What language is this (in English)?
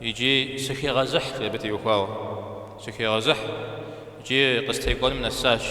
Kabardian